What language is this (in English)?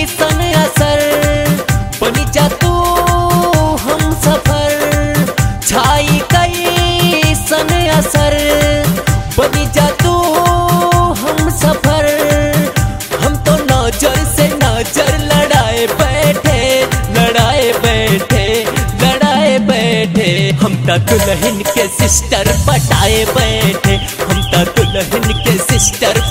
Bhojpuri